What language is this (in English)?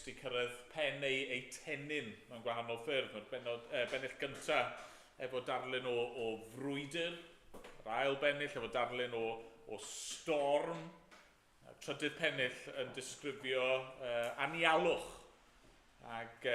Welsh